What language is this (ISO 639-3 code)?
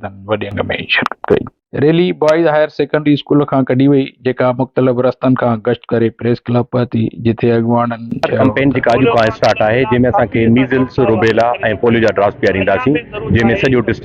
snd